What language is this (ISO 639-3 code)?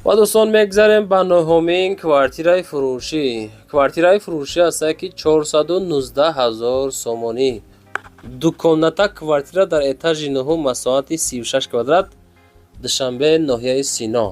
tgk